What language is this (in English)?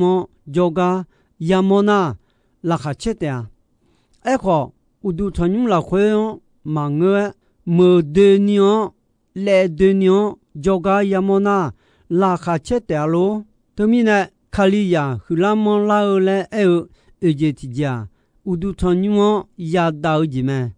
Akha